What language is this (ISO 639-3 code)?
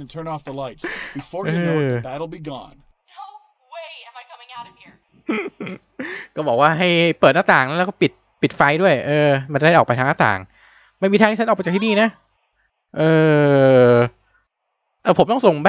tha